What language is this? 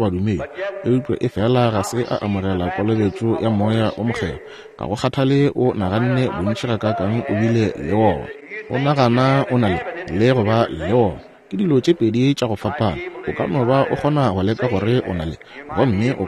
Northern Sotho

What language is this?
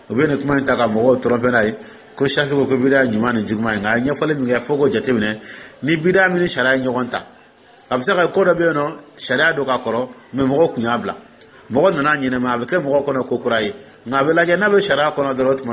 Dyula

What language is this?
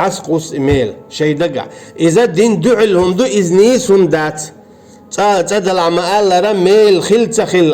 Chechen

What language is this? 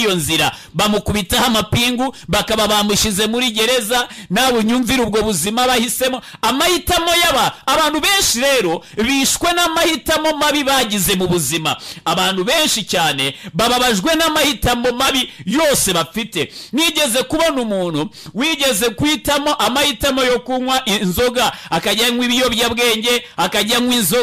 Kinyarwanda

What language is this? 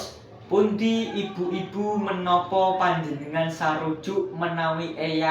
Javanese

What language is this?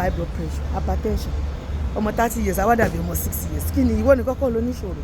Yoruba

